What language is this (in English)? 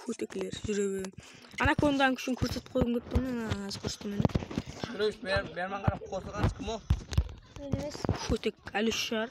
Kara-Kalpak